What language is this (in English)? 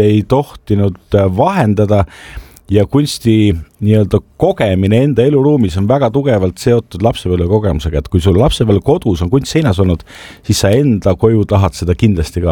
Estonian